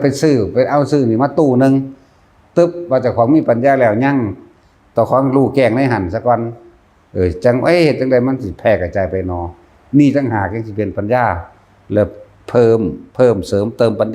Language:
Northeastern Thai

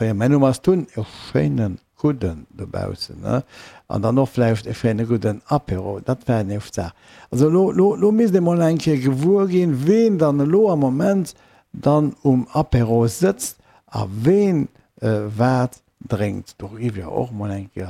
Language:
Luxembourgish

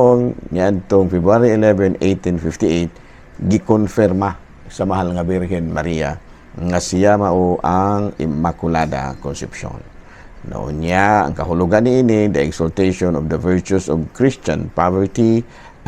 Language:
Cebuano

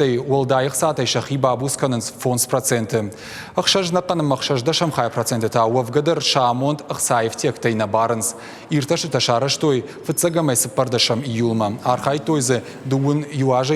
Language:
Ossetic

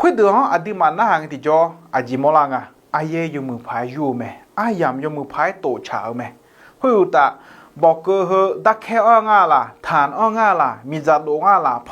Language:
Akha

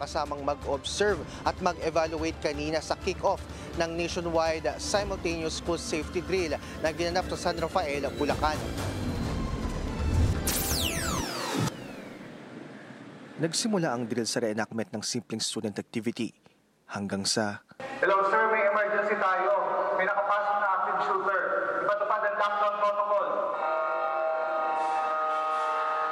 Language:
Filipino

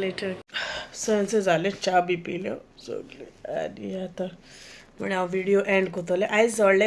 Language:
Konkani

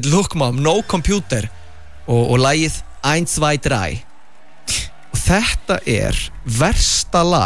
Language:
Icelandic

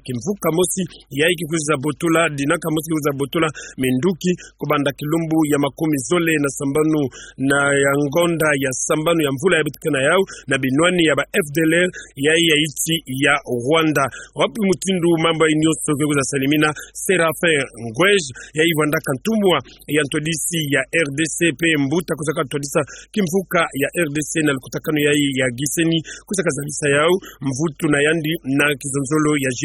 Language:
Kituba (Democratic Republic of Congo)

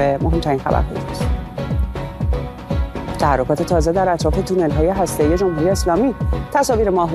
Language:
Persian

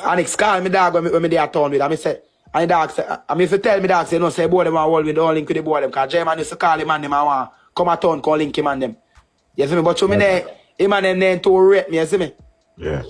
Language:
Jamaican Creole English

